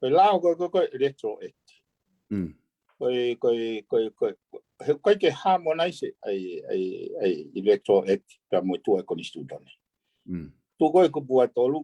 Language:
Tongan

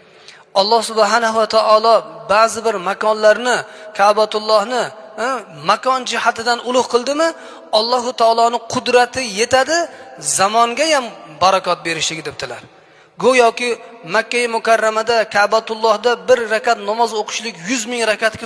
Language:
Uzbek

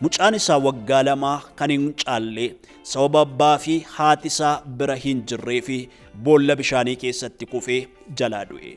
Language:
Oromo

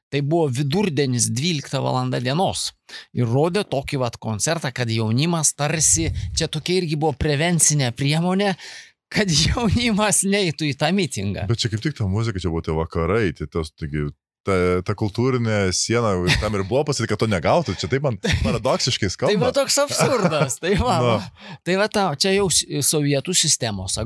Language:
Lithuanian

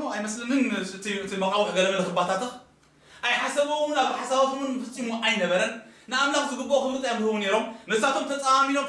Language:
Tigrinya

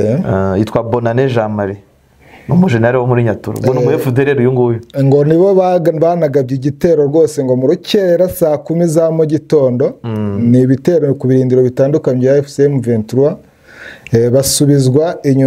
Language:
Kinyarwanda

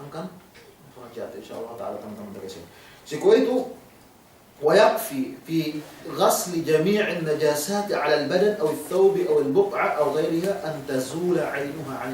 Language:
Yakan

